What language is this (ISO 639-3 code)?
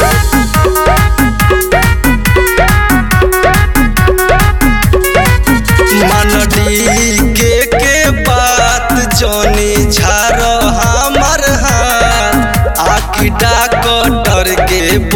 bho